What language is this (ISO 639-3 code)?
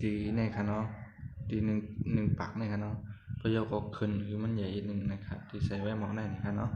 shn